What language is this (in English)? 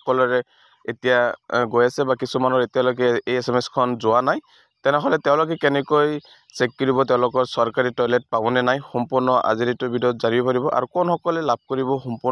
Assamese